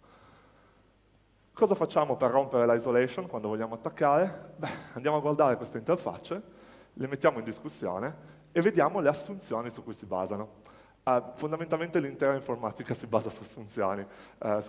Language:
Italian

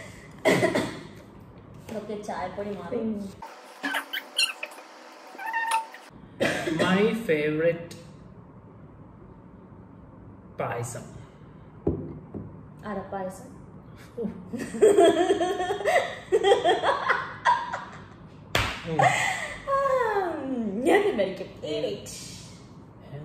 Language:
Malayalam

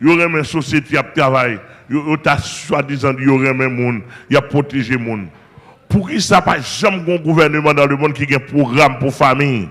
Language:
Haitian Creole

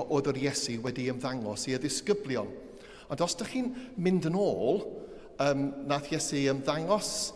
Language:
Welsh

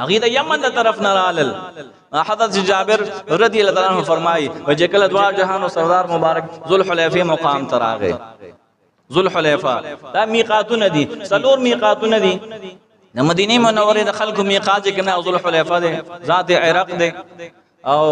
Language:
Pashto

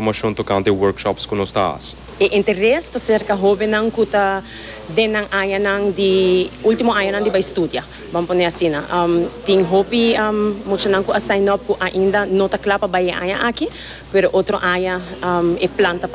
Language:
Papiamento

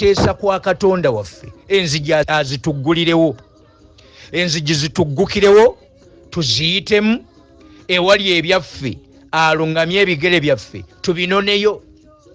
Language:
Ganda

